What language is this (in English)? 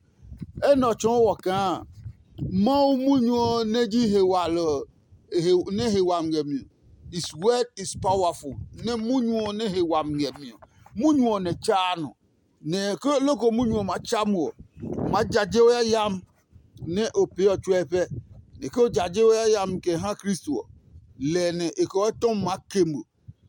Adangme